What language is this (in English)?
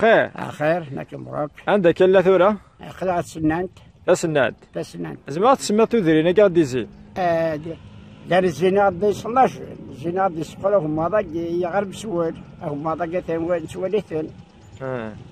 Kabyle